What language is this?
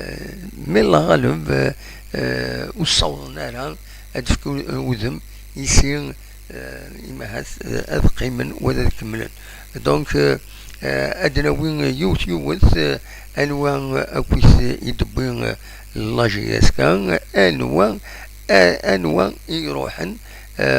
Kabyle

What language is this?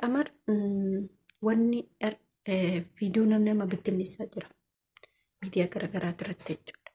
Oromo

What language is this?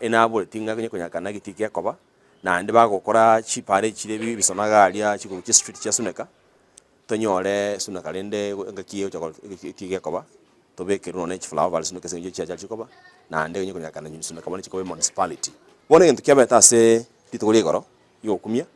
Gusii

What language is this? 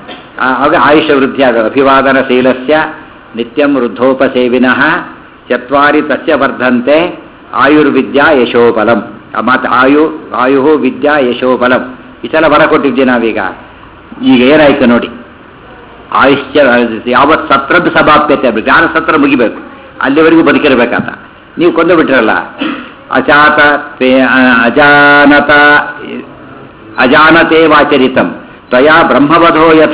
Kannada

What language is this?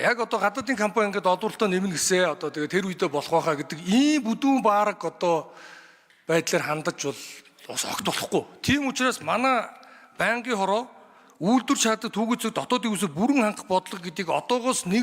Mongolian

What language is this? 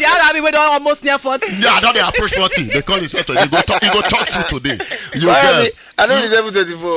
Nigerian Pidgin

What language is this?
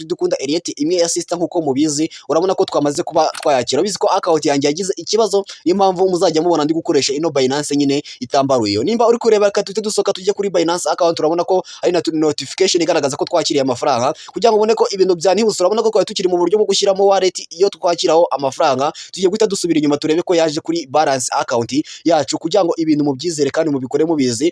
Kinyarwanda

